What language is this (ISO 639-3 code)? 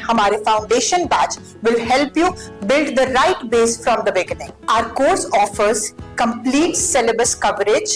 doi